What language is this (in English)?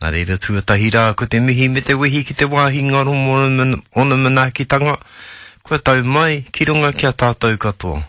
Māori